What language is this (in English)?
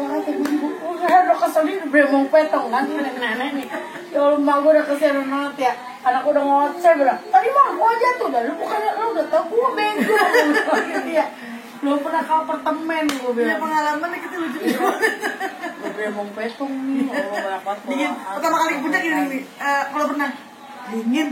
Betawi